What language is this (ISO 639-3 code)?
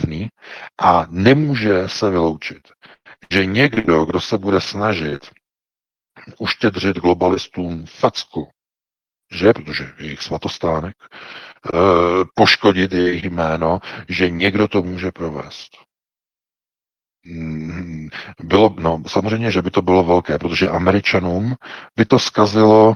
ces